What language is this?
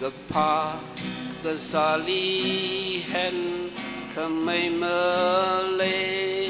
Tangkhul Naga (India)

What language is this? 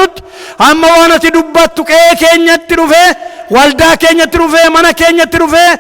Oromo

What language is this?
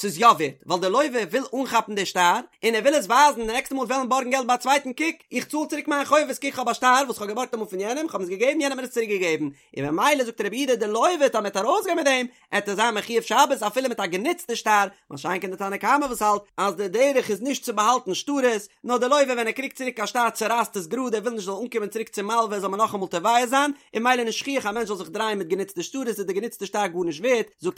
Yiddish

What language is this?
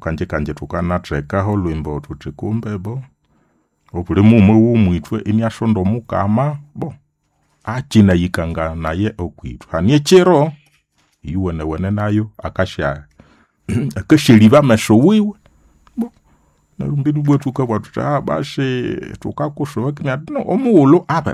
Nande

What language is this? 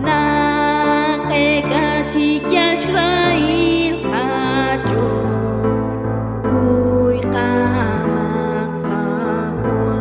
Kekchí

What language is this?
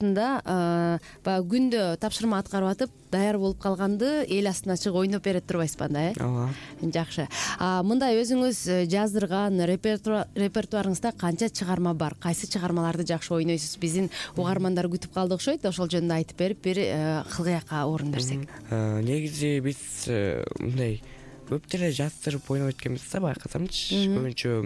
Kyrgyz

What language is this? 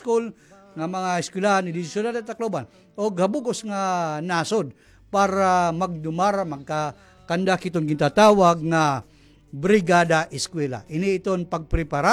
Waray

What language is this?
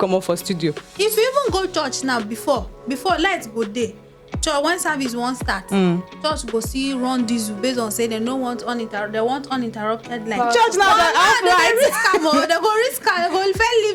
Nigerian Pidgin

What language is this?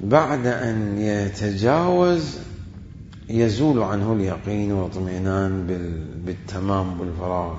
Mesopotamian Arabic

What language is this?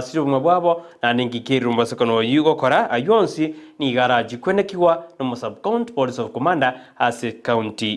Gusii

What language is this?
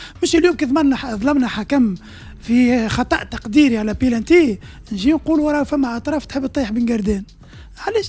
Tunisian Arabic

